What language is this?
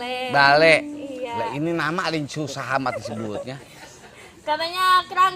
Betawi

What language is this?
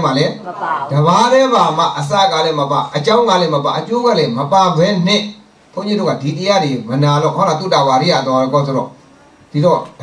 Burmese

